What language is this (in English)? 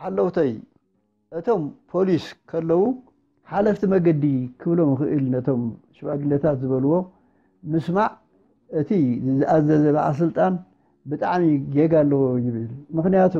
Tigrinya